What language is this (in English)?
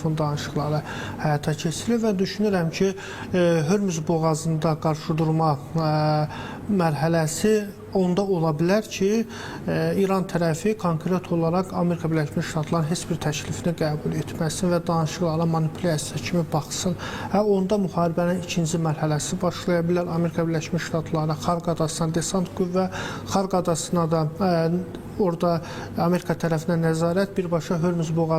Azerbaijani